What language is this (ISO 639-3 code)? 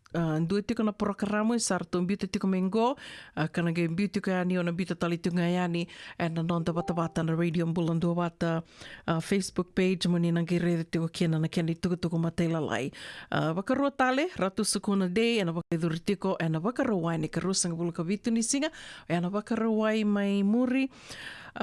fij